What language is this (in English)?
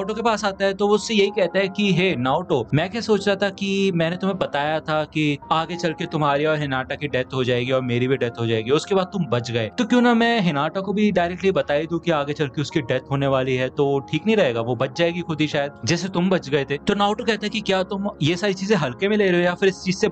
Hindi